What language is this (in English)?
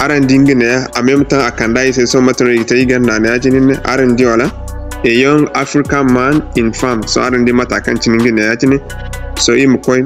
Zarma